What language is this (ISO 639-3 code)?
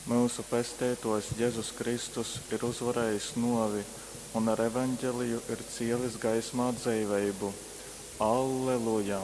ltg